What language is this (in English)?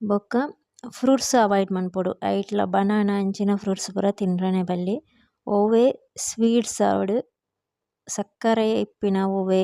Tulu